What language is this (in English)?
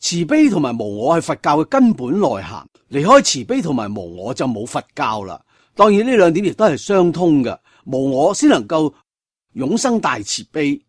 Cantonese